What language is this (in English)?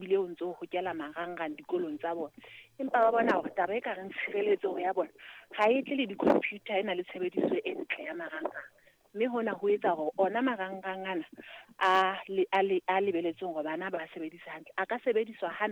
Southern Sotho